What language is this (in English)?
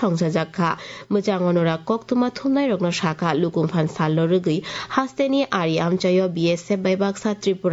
Kok Borok